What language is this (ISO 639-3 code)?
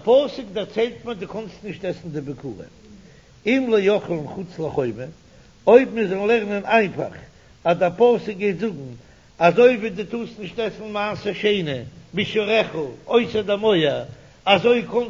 yid